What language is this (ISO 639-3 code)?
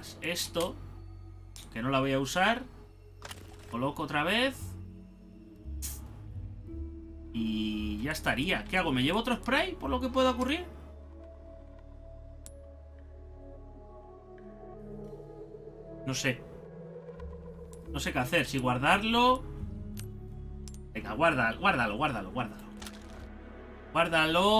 spa